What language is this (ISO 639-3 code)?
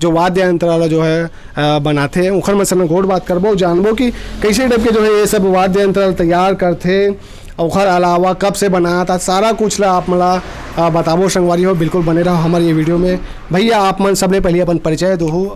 hne